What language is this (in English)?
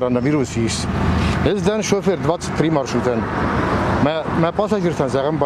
Ossetic